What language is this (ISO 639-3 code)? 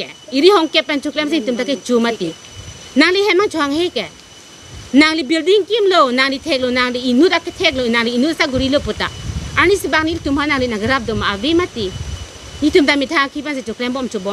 mjw